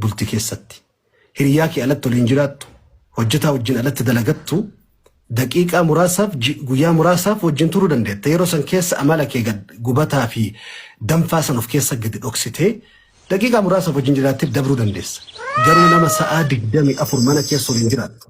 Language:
Oromo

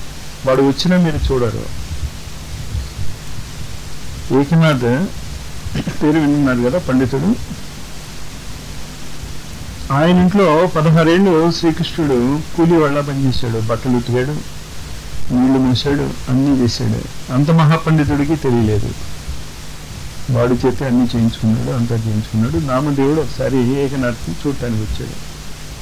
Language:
Telugu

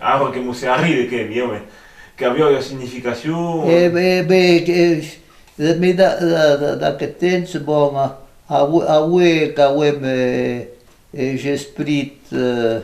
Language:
Occitan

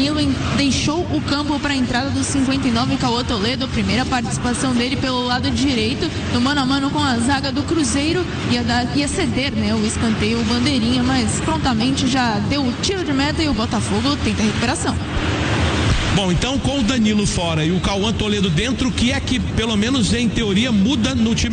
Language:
Portuguese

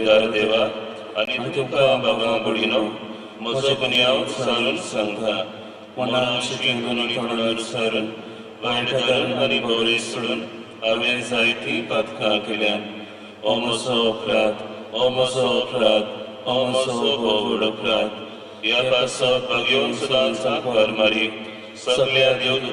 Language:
Konkani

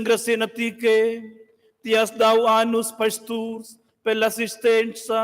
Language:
Romansh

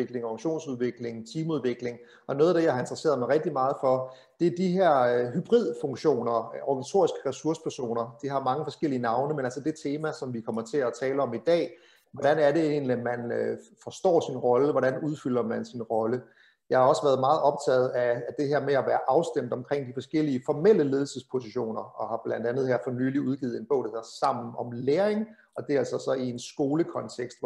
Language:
Danish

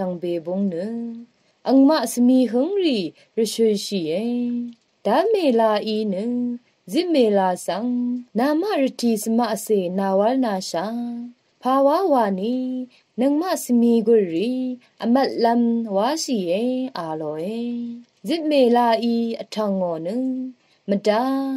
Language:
Rawang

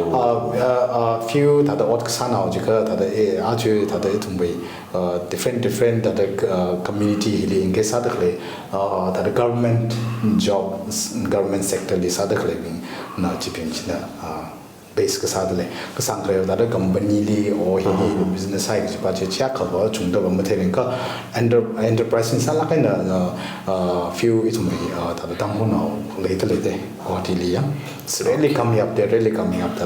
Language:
Tangkhul Naga (India)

